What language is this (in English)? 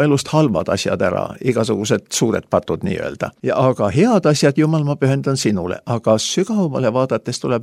Estonian